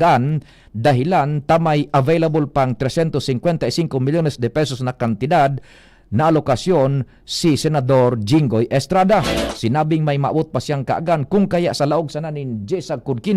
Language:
Bikol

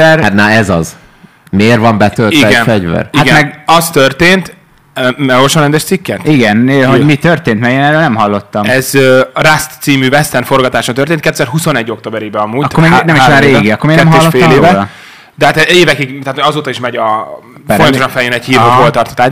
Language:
Hungarian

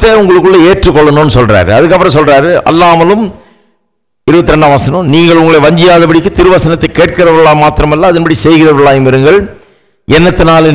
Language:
Tamil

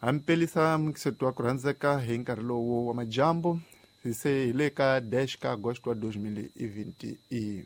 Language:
Tsonga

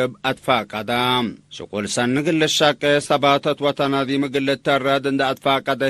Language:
Tigre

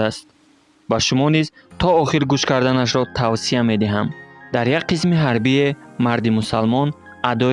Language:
Tajik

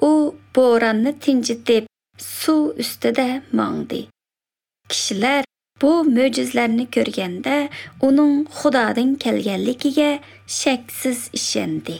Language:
Uzbek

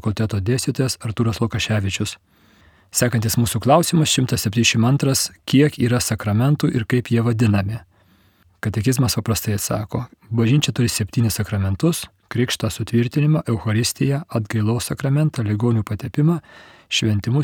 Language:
Lithuanian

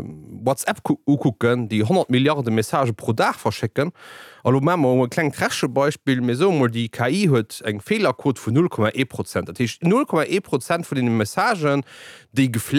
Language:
Luxembourgish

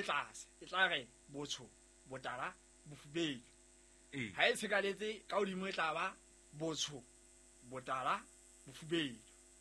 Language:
Southern Sotho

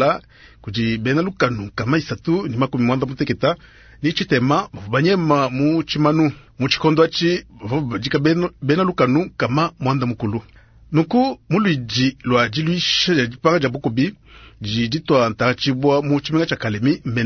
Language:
Luba-Lulua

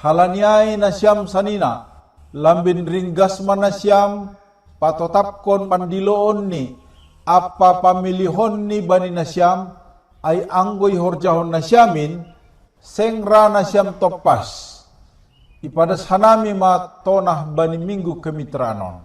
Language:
Batak Simalungun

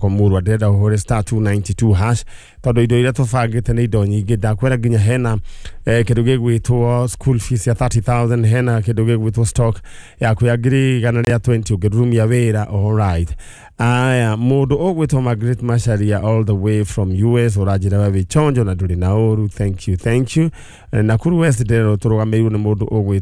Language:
Kikuyu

